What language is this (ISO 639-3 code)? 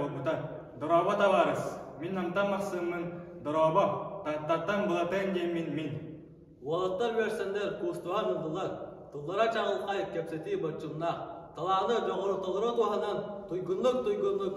sah